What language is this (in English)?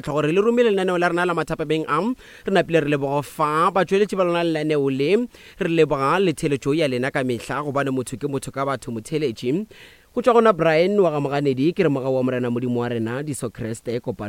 Northern Sotho